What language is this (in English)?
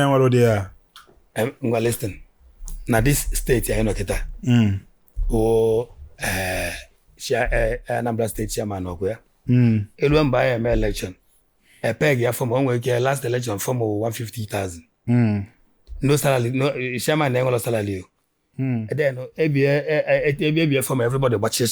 Igbo